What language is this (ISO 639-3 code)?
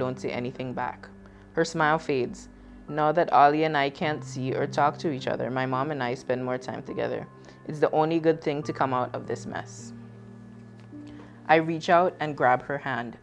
eng